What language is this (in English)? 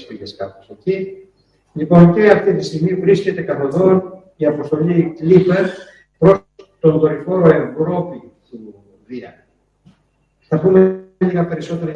Greek